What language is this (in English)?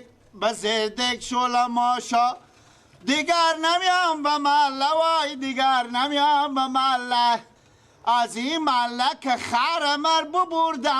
Persian